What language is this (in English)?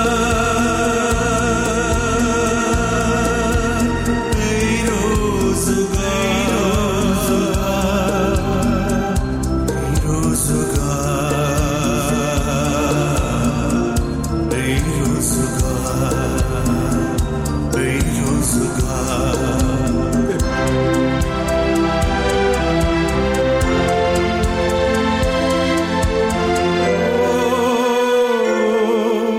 Persian